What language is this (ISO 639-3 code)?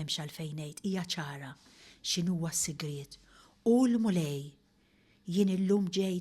mlt